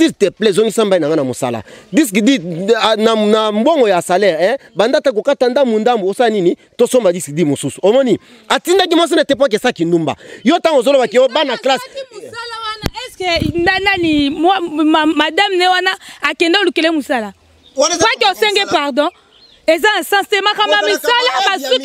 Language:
Lingala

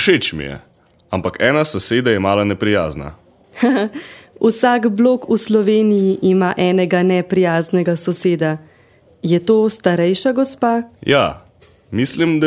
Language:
Slovenian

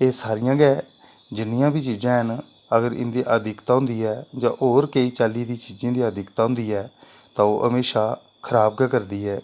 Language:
Dogri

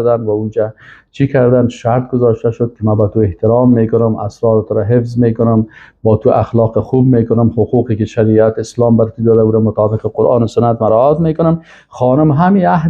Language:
Persian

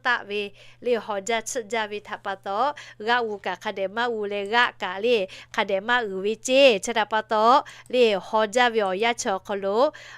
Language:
Lahu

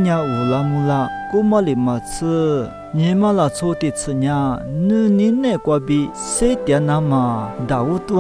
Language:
Lisu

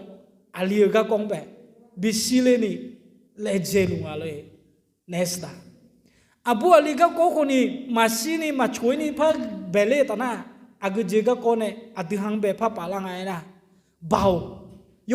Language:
Akha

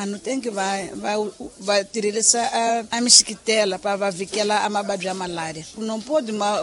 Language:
Tsonga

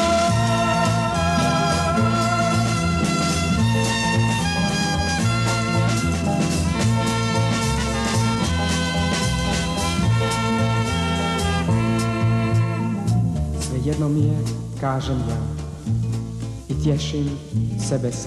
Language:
Croatian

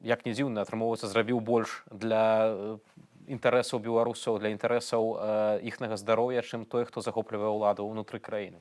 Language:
Belarusian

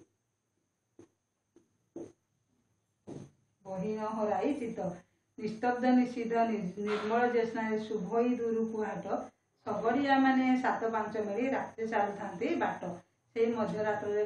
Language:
Odia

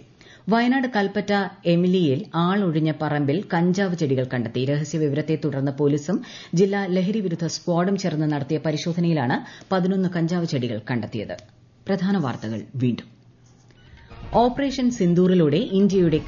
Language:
Malayalam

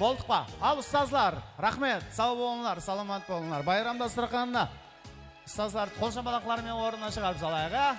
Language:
Kara-Kalpak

